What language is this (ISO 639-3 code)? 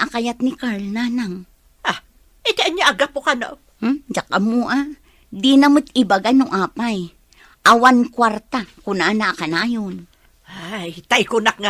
ilo